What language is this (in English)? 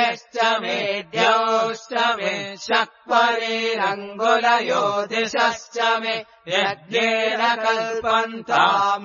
Sanskrit